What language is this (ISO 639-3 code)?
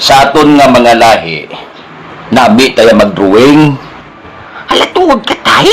hil